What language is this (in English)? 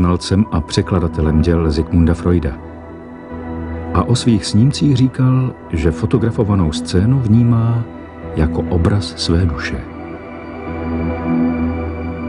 Czech